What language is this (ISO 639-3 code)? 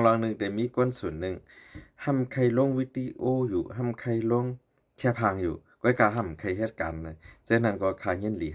shn